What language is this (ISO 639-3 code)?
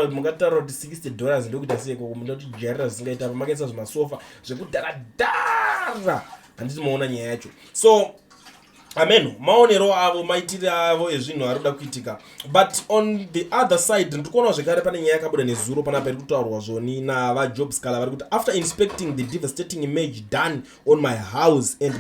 sna